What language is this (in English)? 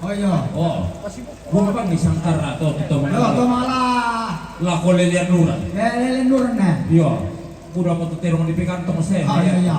Toraja-Sa'dan